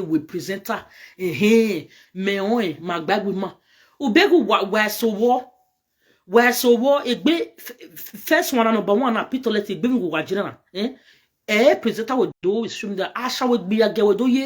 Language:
Nigerian Pidgin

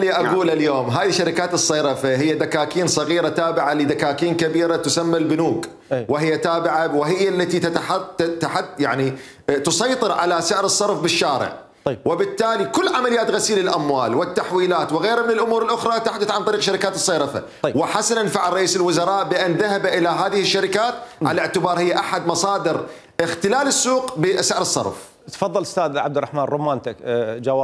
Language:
Mesopotamian Arabic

